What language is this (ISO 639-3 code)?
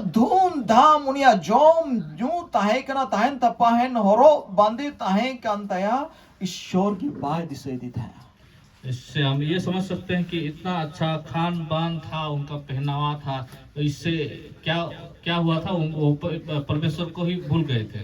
sat